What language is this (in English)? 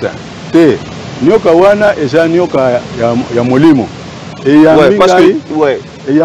Lingala